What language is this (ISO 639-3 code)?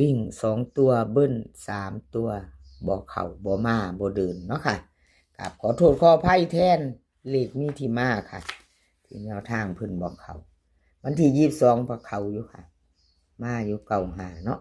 tts